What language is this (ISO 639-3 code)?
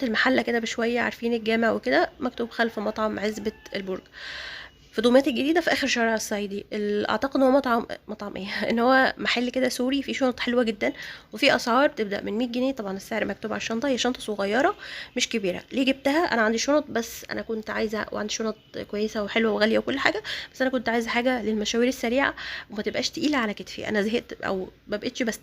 arz